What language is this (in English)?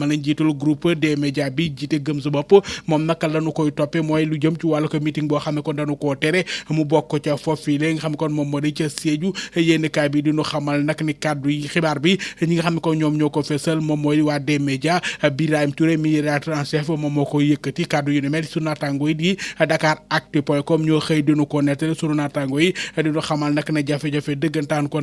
Wolof